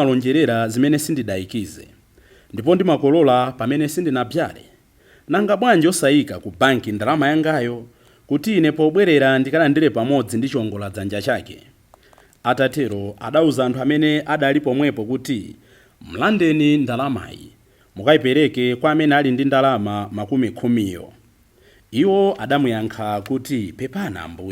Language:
Nyanja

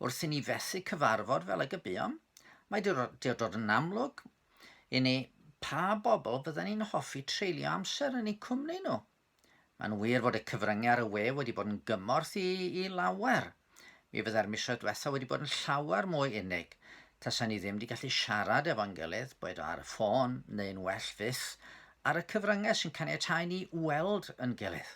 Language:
Welsh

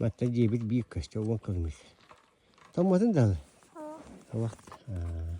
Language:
Yakut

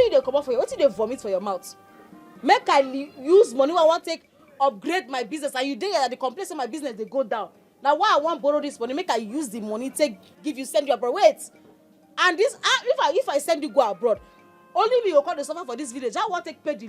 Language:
Nigerian Pidgin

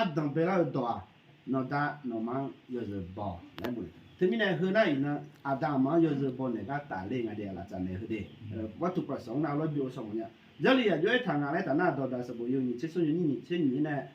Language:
Akha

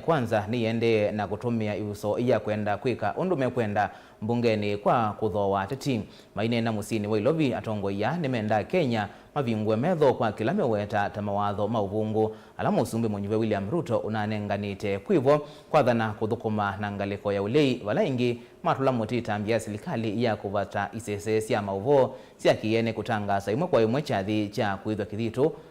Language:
Kamba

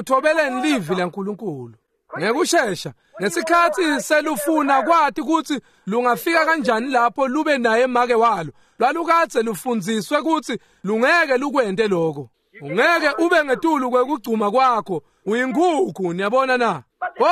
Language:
Swati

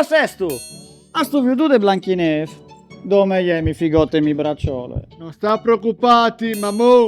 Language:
Friulian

